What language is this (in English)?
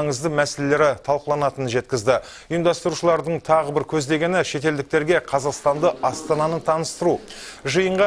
Kazakh